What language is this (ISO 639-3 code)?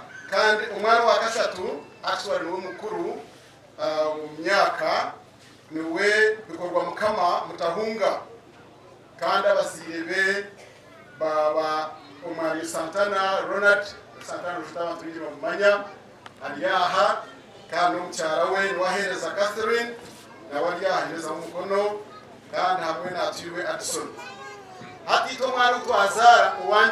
nyn